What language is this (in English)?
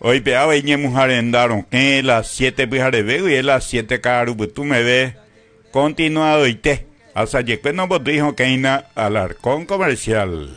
Guarani